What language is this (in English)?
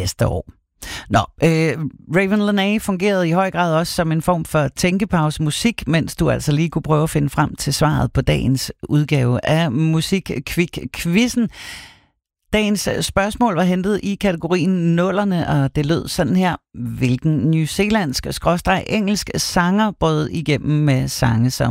Danish